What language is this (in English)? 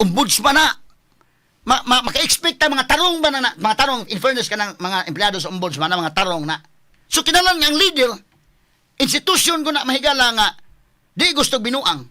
Cebuano